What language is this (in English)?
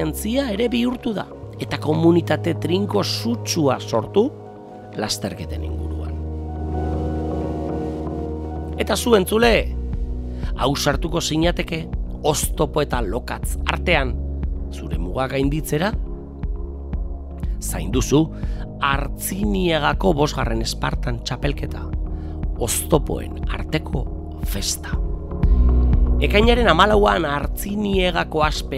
Basque